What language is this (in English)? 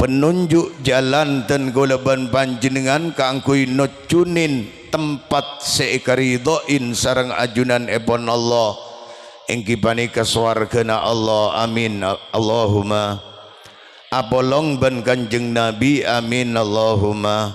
Madurese